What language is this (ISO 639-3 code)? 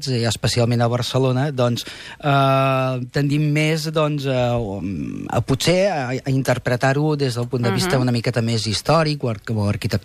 cat